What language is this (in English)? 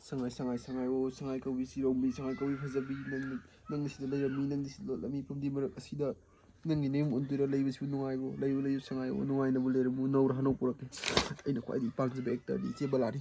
Manipuri